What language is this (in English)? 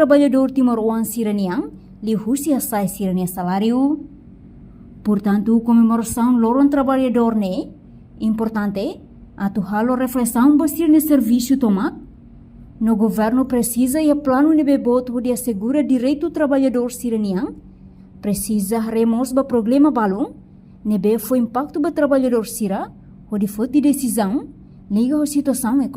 Tetum